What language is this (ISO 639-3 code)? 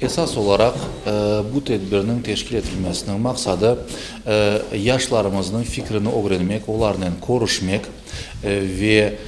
crh